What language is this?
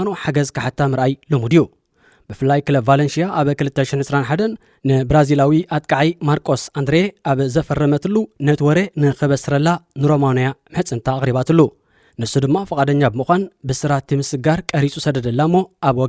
Tigrinya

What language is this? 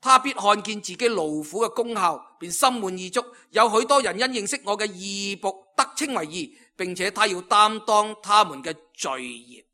Cantonese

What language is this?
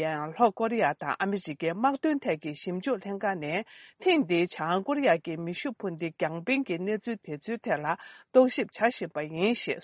Tibetan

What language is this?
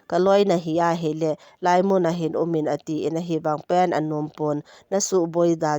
Thado Chin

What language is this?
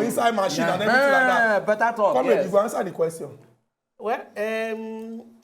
Nigerian Pidgin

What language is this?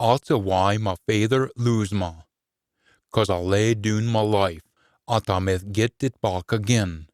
Scots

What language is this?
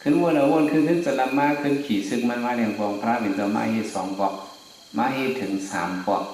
Shan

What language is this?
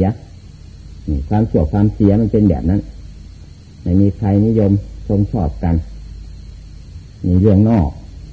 Thai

